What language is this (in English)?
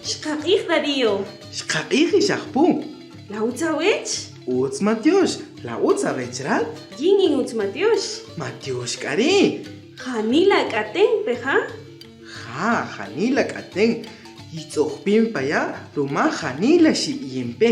Kaqchikel